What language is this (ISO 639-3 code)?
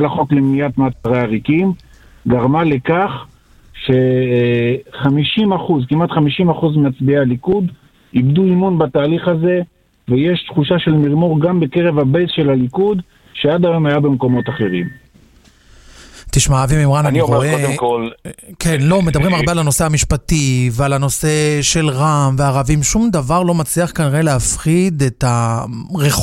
heb